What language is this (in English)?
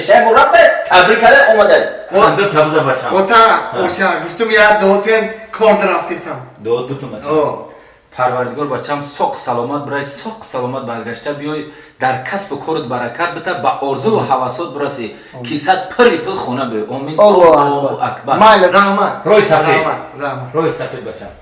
Tajik